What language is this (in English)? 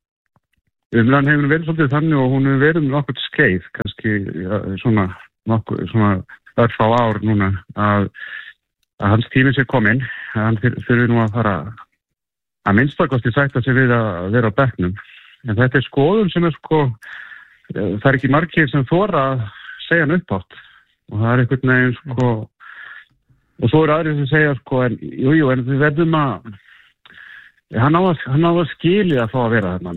Icelandic